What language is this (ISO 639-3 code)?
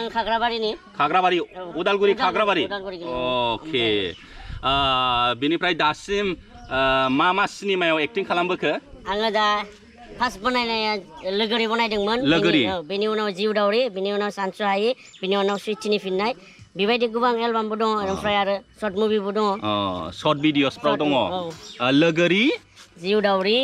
brx